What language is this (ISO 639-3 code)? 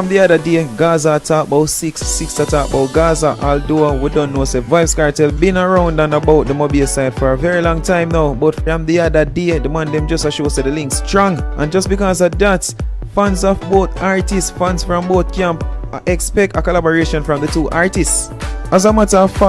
jam